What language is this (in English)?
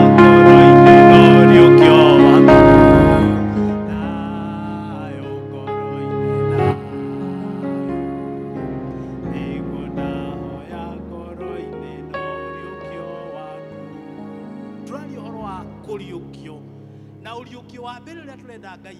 Kikuyu